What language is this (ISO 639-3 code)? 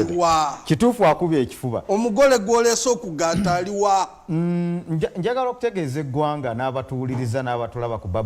xog